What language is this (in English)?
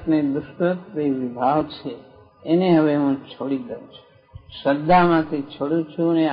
Gujarati